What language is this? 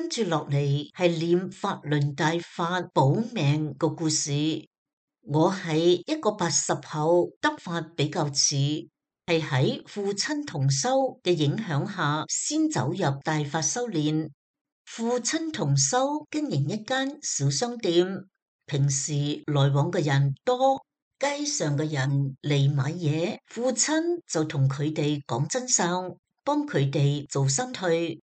Cantonese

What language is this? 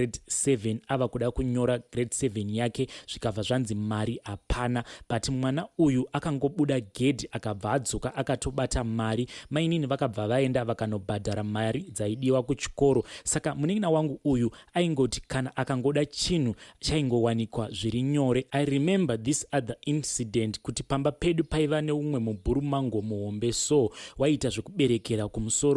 Shona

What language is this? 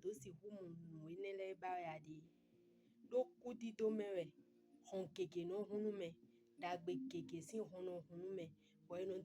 Fon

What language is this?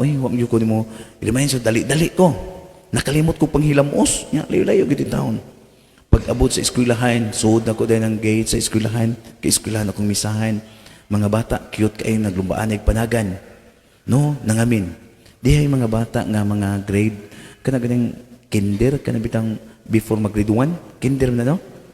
Cebuano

